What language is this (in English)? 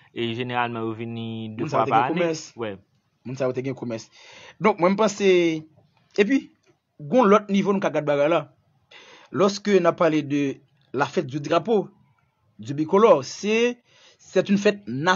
Haitian Creole